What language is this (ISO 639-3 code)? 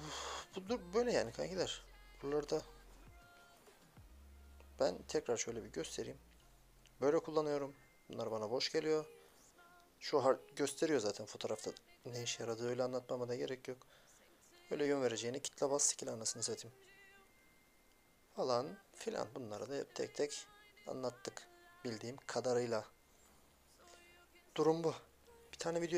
tur